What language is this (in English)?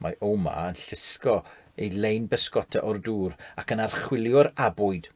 Welsh